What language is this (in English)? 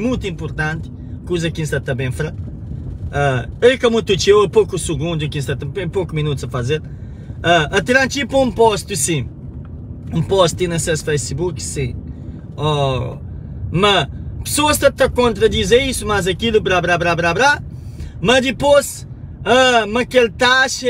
Kabuverdianu